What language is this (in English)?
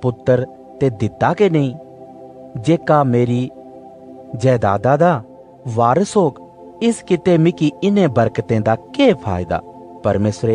Dogri